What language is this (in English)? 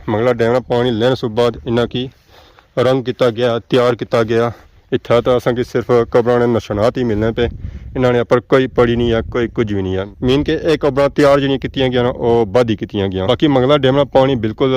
Pahari-Potwari